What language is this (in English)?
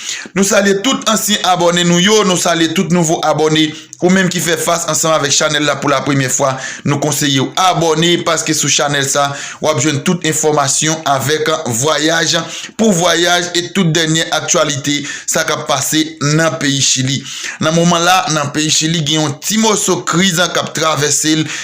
Haitian Creole